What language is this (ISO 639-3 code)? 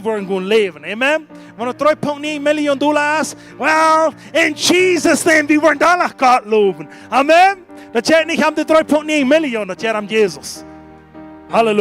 pdt